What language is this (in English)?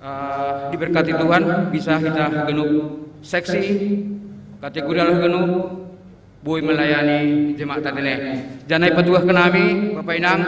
Batak Simalungun